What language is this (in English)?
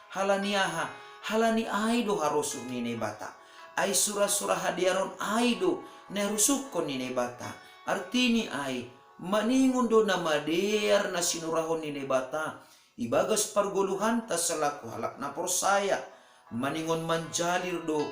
Batak Simalungun